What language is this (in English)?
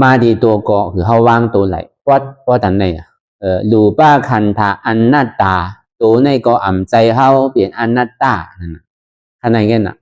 Shan